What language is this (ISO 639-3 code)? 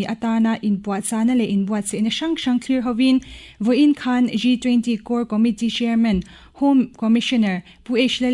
lus